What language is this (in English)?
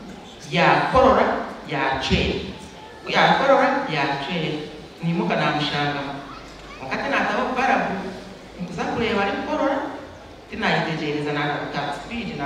Nyankole